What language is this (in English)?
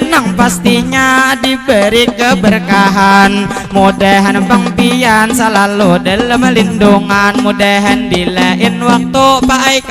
Banjar